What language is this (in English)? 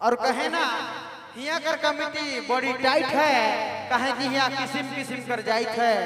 Sadri